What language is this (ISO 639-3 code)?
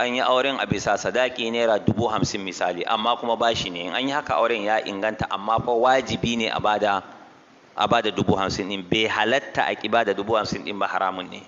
hau